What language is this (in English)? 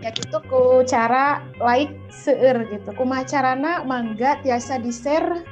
Sundanese